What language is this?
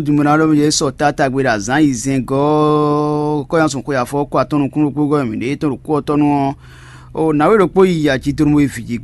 Fon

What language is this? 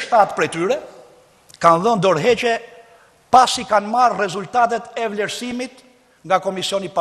Albanian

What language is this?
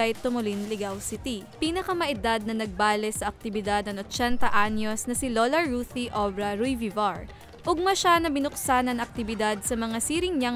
Bikol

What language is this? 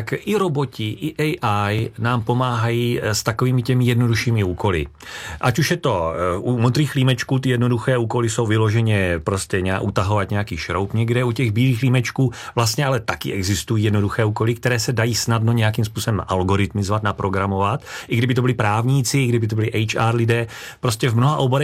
Czech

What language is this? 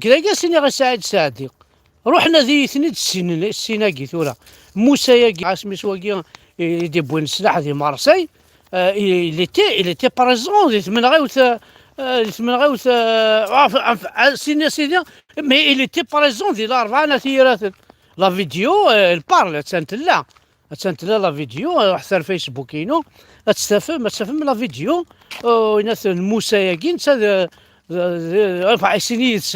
Kabyle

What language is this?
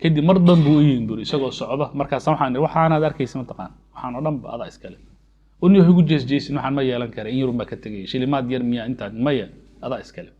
Somali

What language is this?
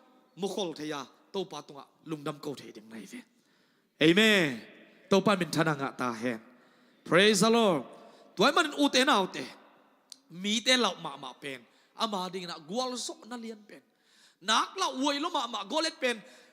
Tedim Chin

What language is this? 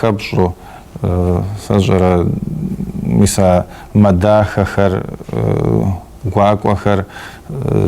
Kabardian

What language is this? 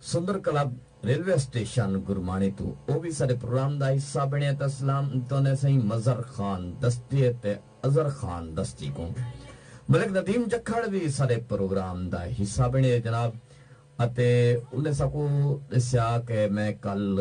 Saraiki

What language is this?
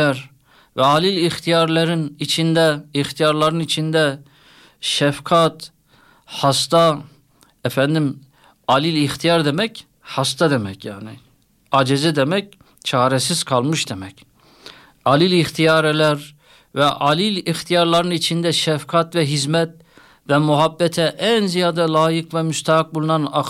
Turkish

